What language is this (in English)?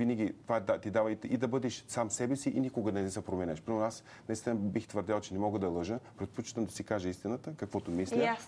Bulgarian